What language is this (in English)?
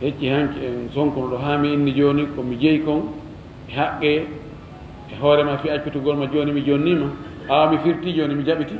Fula